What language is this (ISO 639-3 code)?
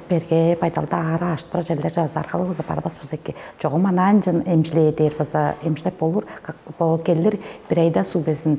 tyv